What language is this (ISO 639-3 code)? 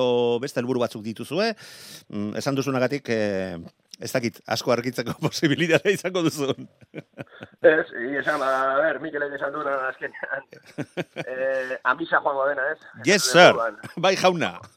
eus